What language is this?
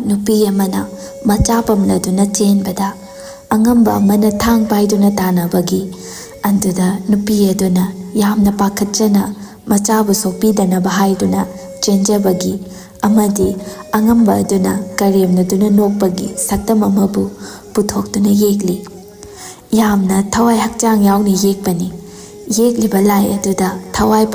Manipuri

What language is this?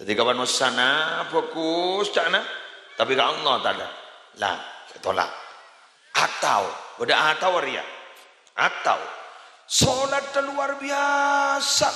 Madurese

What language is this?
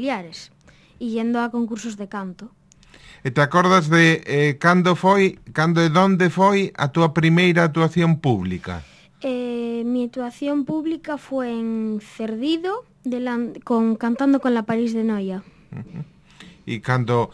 Galician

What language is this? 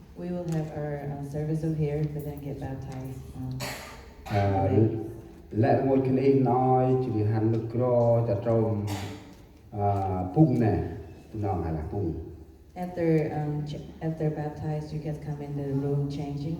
Central Mnong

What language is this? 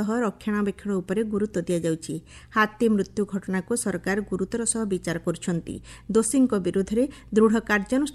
Odia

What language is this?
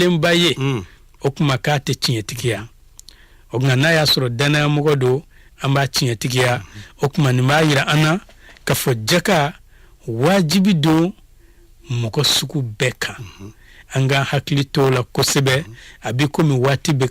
Bambara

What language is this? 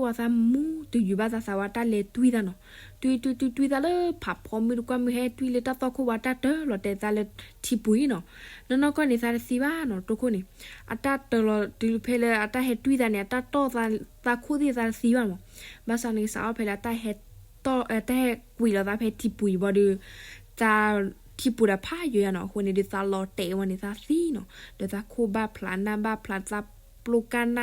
S'gaw Karen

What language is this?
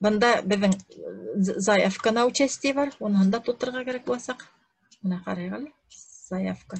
Bashkir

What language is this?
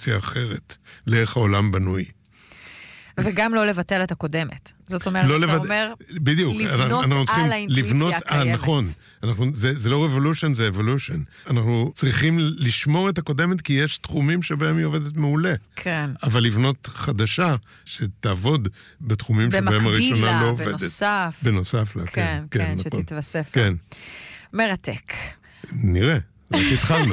Hebrew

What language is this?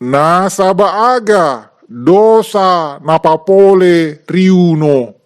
Buginese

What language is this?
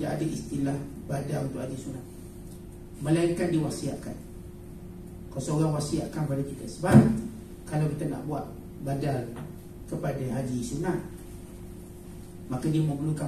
Malay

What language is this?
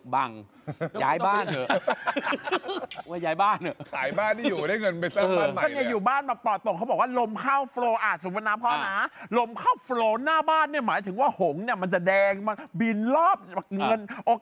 Thai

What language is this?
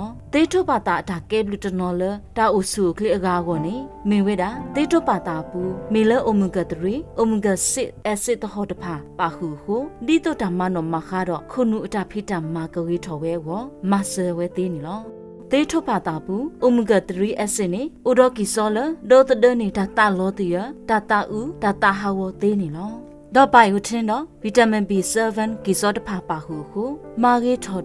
S'gaw Karen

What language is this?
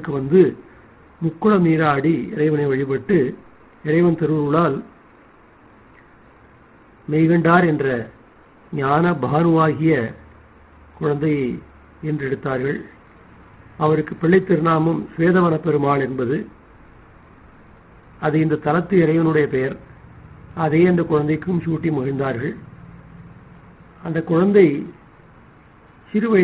Tamil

